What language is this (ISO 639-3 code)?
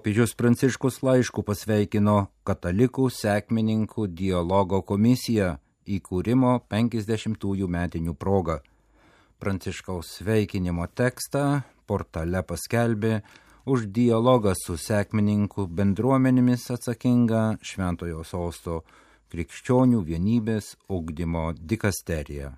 lit